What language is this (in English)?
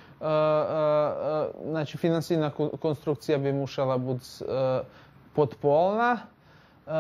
Rusyn